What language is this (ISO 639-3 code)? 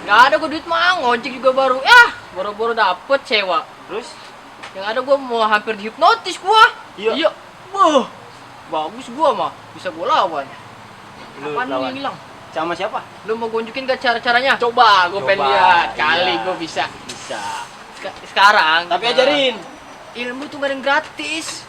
bew